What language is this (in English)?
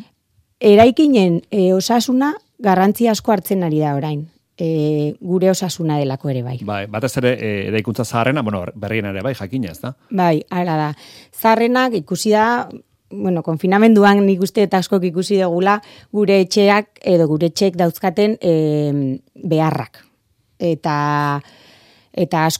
Basque